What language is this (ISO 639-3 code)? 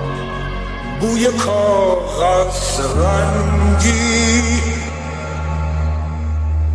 fas